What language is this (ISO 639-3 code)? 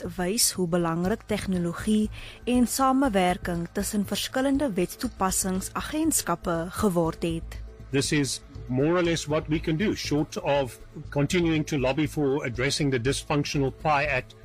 afr